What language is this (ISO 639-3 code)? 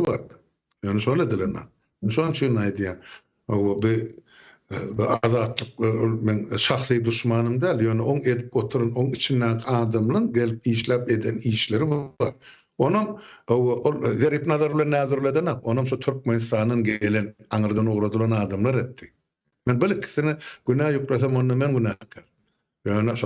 tuk